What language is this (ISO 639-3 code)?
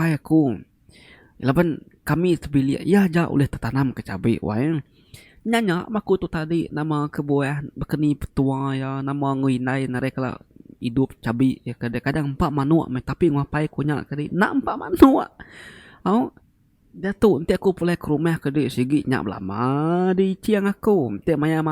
iba